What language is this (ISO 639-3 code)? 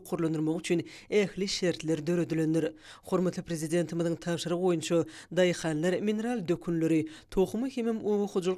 tuk